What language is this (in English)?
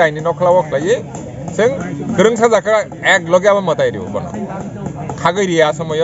Kok Borok